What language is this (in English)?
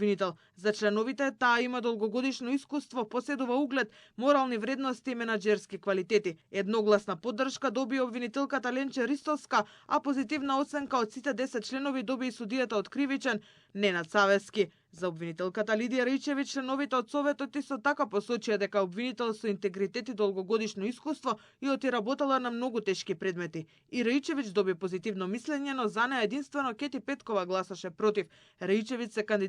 Macedonian